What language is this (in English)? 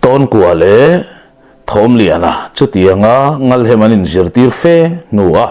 Mizo